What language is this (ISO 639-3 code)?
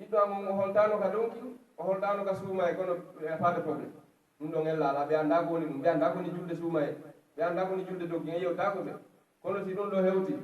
fuf